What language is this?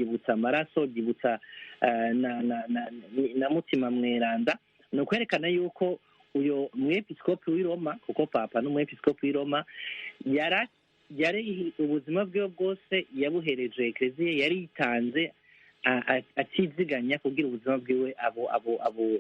Rundi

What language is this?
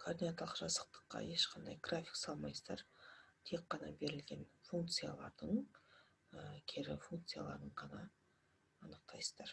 Kazakh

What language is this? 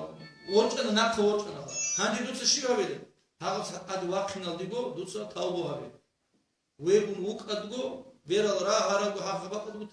Avaric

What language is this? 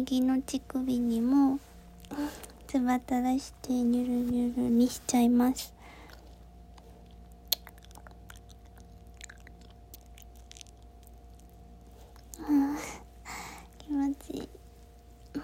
Japanese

